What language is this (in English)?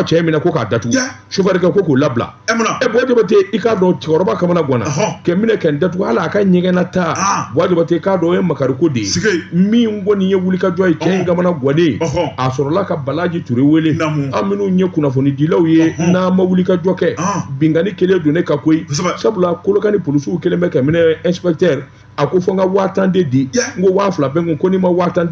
Bambara